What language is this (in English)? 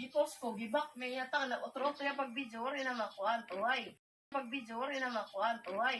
Waray